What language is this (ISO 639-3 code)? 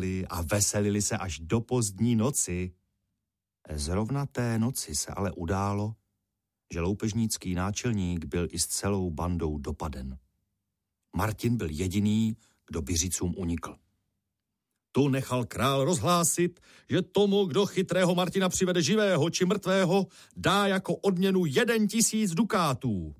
ces